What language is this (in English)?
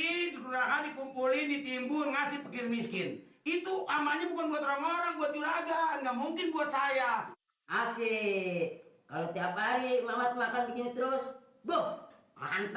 Betawi